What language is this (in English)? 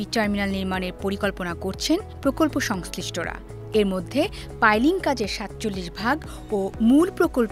Bangla